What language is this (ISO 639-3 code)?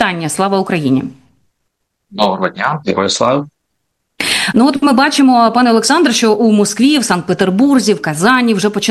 ukr